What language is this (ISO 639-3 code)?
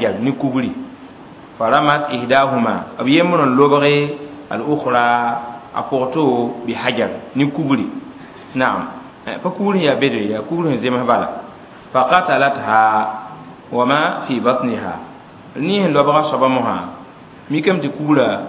mos